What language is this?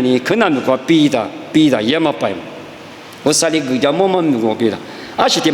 Lisu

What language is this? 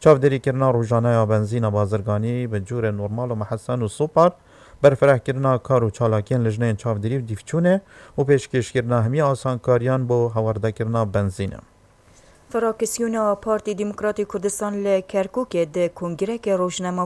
Kurdish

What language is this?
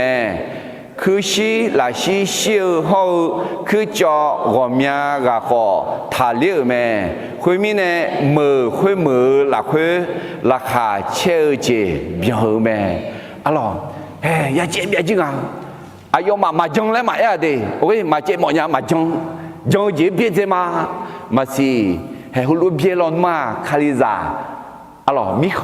Akha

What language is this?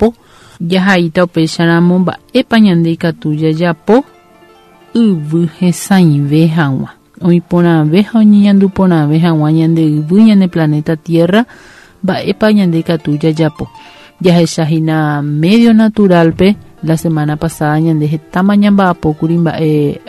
Guarani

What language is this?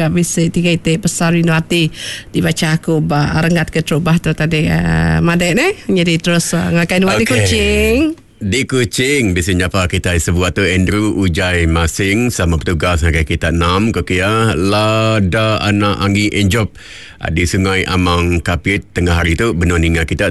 Iban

